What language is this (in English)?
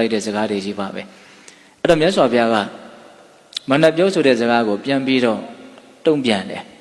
Burmese